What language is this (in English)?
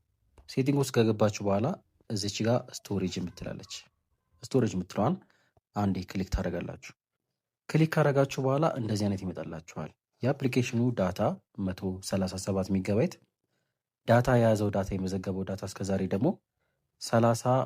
Amharic